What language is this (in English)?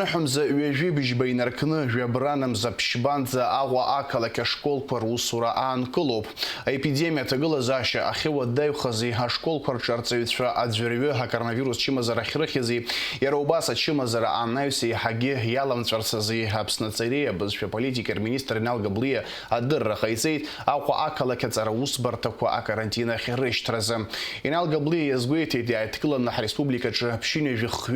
Abkhazian